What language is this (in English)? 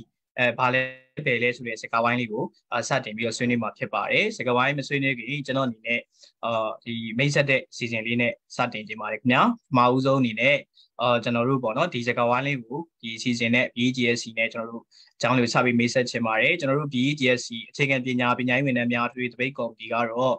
Burmese